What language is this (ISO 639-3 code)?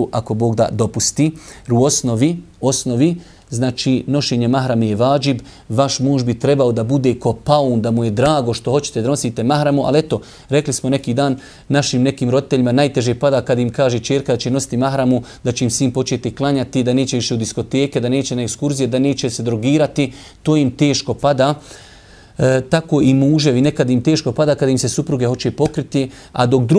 bos